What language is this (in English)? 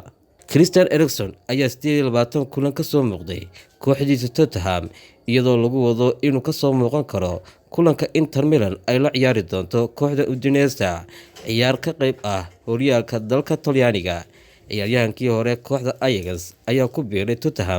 Somali